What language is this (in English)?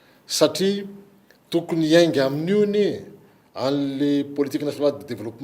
Malagasy